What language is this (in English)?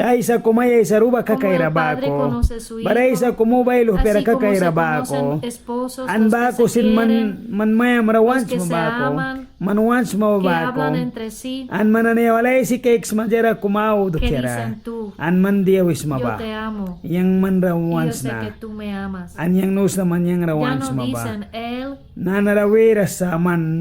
Mískito